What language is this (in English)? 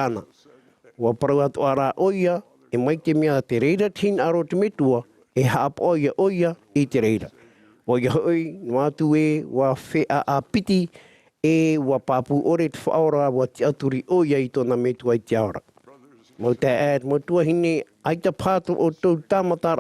Tahitian